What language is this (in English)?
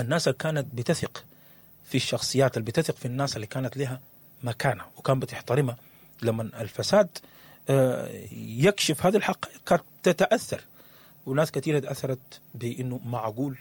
Sudanese Arabic